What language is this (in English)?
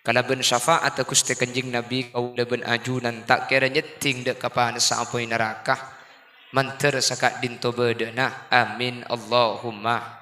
Madurese